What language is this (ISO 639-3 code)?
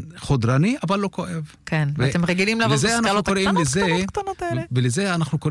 heb